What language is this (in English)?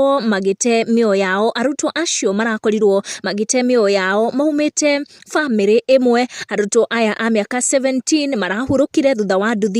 Kikuyu